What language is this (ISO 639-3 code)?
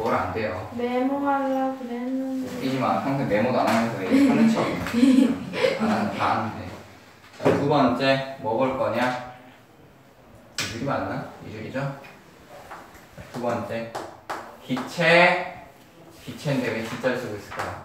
kor